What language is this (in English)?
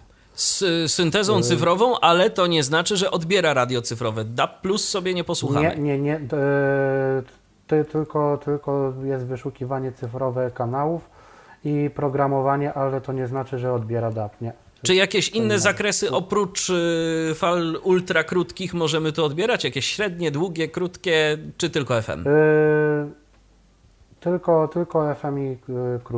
Polish